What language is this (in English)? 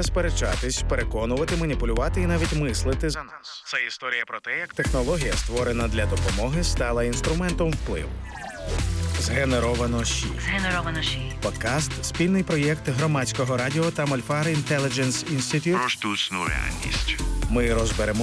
Ukrainian